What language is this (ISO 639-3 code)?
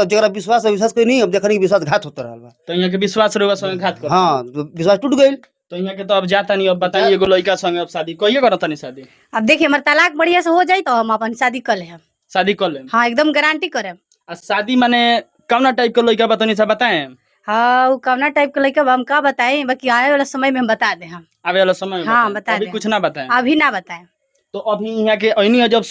bho